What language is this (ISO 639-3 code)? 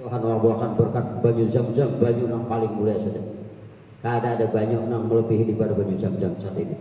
bjn